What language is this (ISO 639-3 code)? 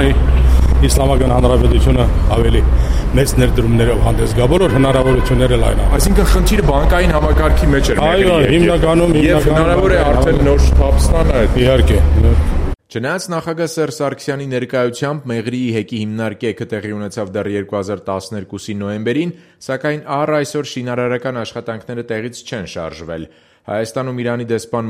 hye